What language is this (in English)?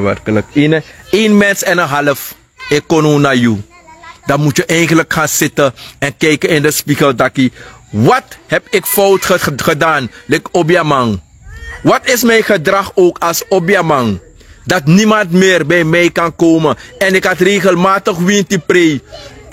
Sranan Tongo